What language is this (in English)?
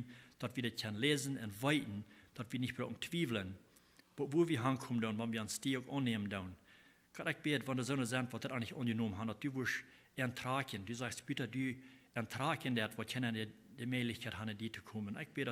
Plautdietsch